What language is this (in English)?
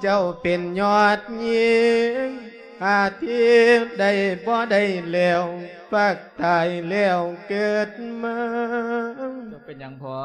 Lao